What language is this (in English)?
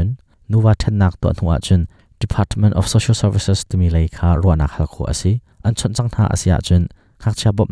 Hakha Chin